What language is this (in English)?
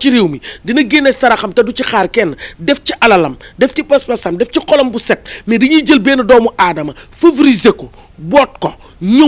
Wolof